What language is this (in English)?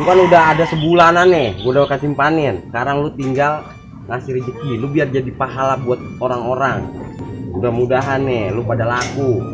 Betawi